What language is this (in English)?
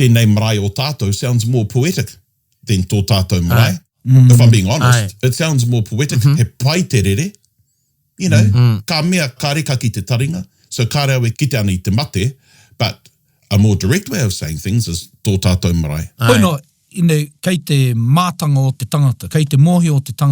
Māori